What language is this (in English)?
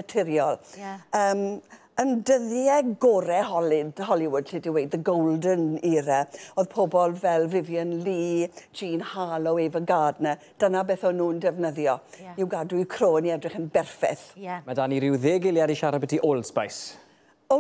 Welsh